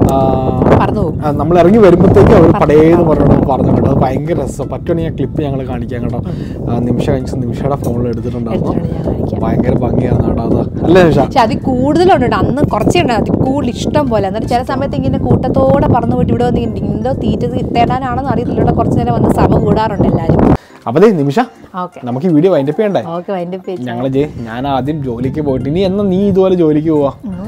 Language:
Malayalam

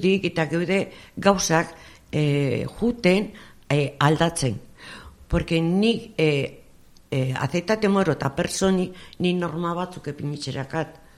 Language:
Basque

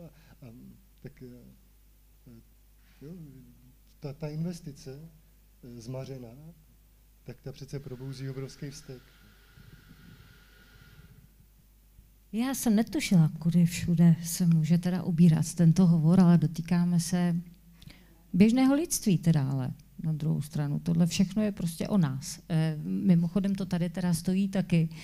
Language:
Czech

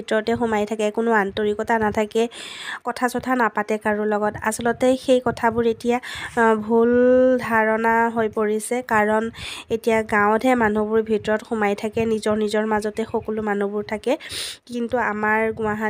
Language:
Assamese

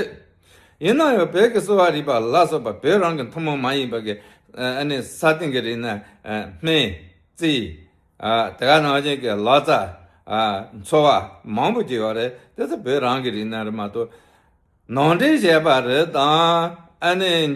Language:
Tibetan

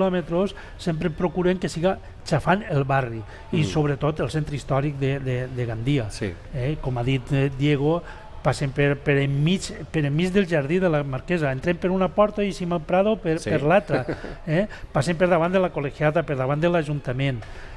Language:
Catalan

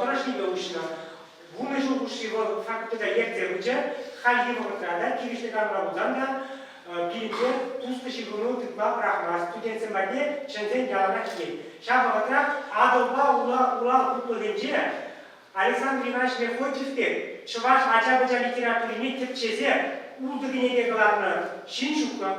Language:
Chuvash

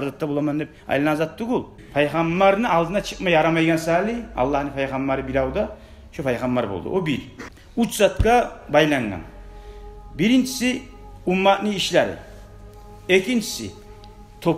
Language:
Kumyk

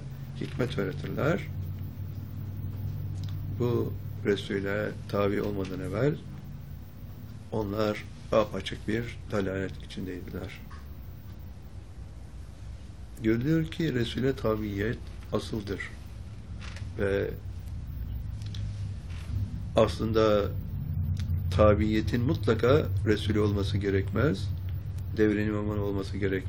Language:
Turkish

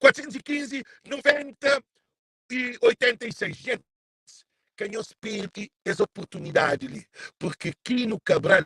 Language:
Kabuverdianu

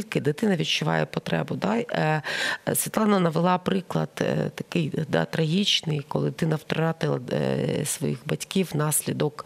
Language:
Ukrainian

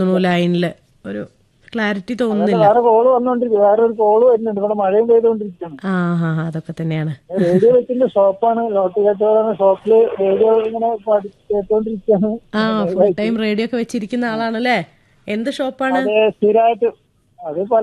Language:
Malayalam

